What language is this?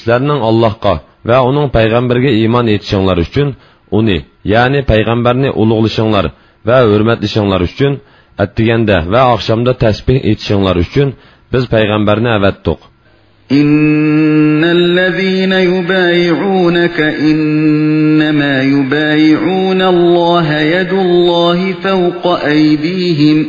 Uyghur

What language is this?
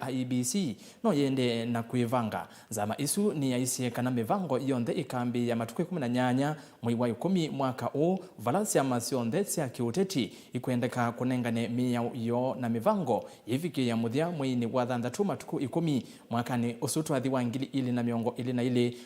Kamba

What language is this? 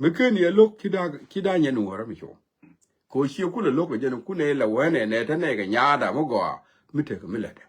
Nuer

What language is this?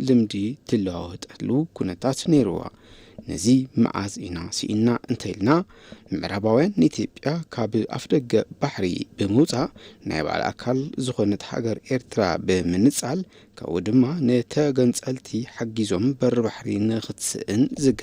Tigrinya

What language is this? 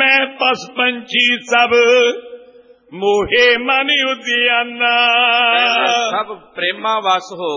Punjabi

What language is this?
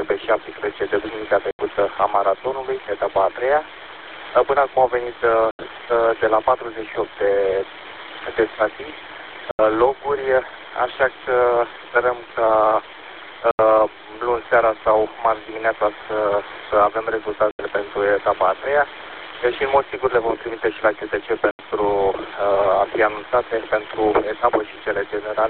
Romanian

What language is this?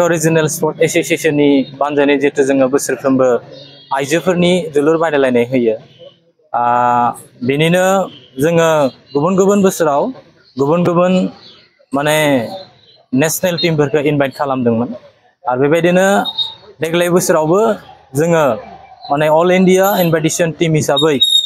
Bodo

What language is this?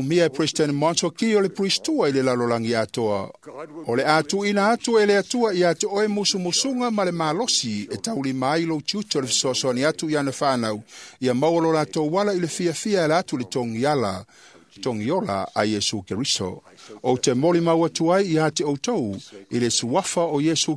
Samoan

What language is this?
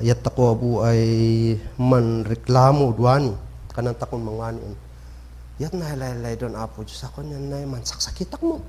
Kankanaey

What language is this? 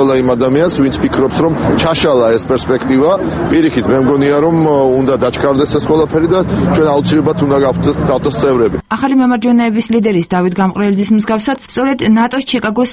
Georgian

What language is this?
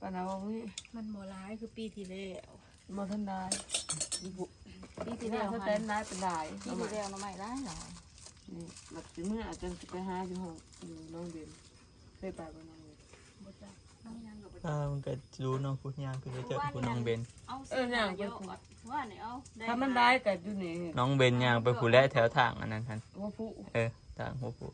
Northeastern Thai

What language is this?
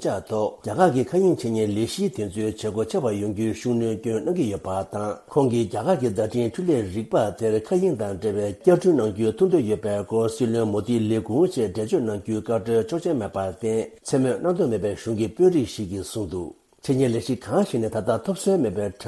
Tibetan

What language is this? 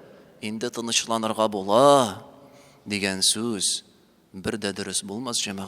Tatar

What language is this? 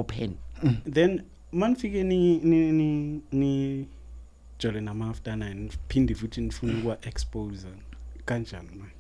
Zulu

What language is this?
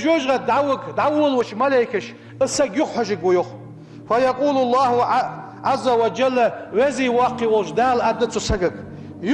Ingush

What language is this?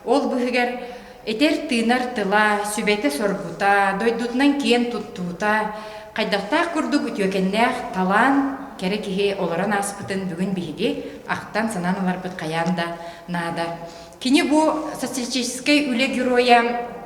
Yakut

